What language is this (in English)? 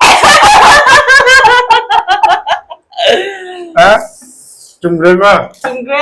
Manipuri